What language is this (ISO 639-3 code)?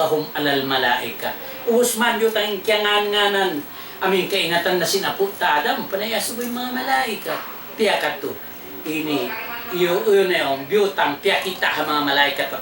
tsg